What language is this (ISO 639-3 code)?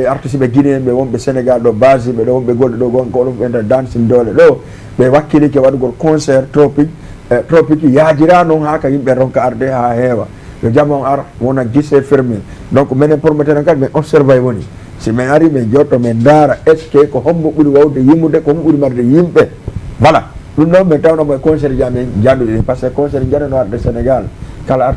ful